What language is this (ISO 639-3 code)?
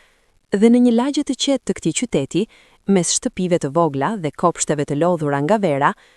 sqi